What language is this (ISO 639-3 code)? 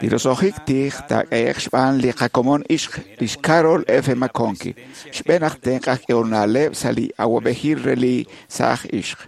kek